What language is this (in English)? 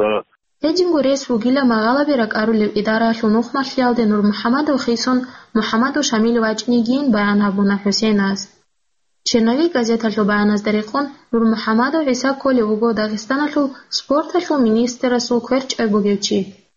Avaric